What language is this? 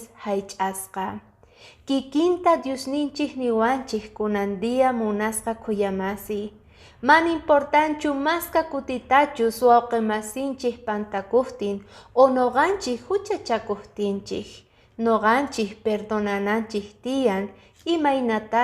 Quechua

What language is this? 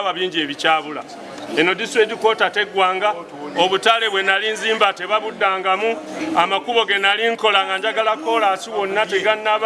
Ganda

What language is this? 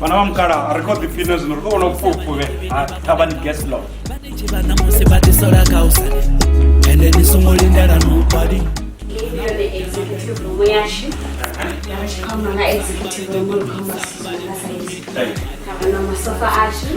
Venda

